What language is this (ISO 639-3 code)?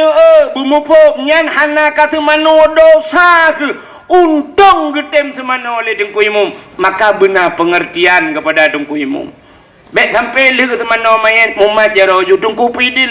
ace